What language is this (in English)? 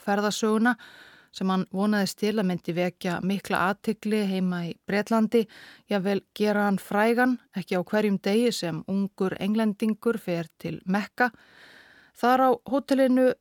Icelandic